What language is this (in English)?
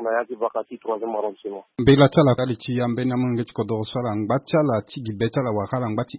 Sango